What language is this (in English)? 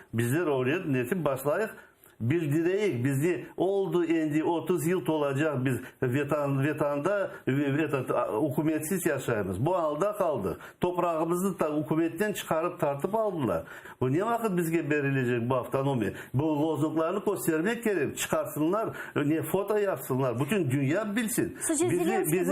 Crimean Tatar